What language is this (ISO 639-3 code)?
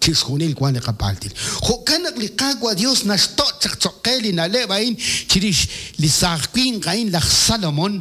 kek